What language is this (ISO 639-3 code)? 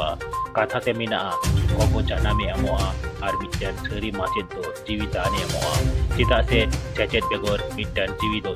sat